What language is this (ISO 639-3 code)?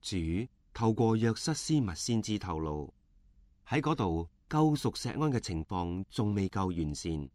yue